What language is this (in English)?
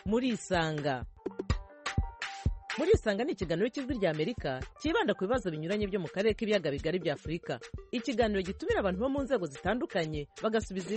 Kinyarwanda